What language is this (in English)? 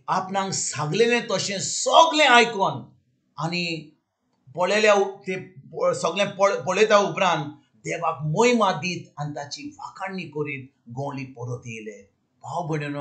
Konkani